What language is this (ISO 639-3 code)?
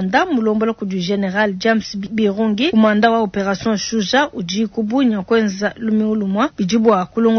lua